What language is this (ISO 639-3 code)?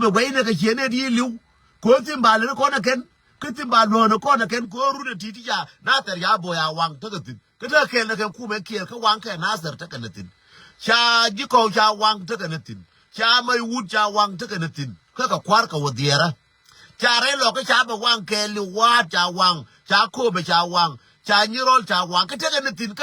nus